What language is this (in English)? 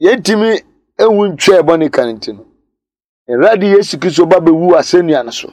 Akan